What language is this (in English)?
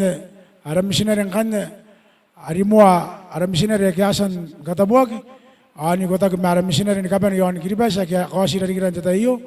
Gilbertese